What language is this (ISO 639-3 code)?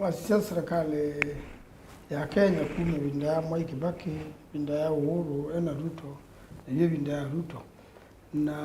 kam